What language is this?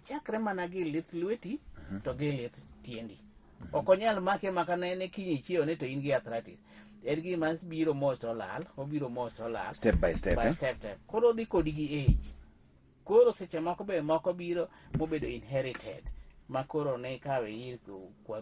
Luo (Kenya and Tanzania)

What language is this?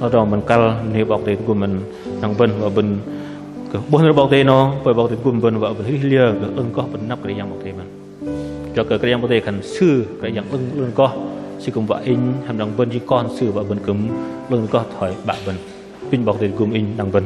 Bahnar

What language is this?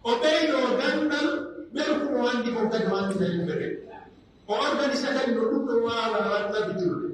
Pular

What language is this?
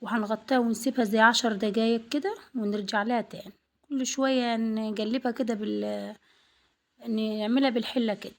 Egyptian Arabic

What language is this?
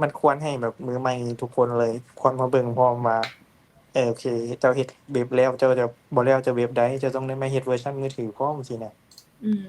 Lao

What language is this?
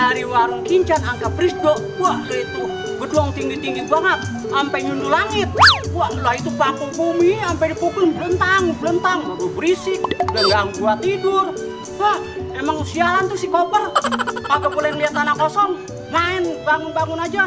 Betawi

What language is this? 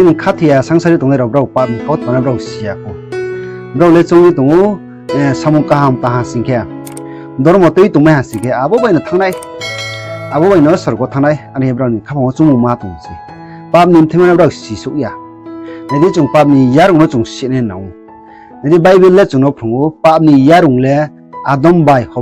Riang (India)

